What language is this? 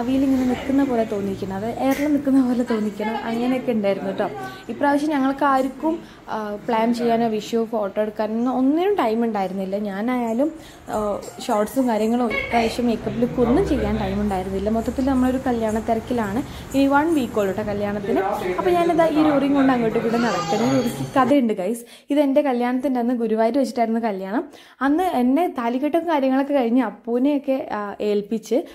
Malayalam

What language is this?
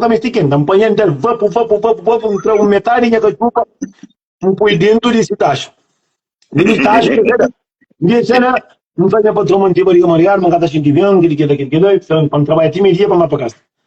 Kabuverdianu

